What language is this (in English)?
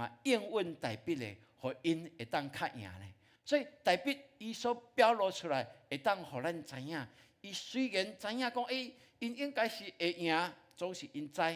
Min Nan Chinese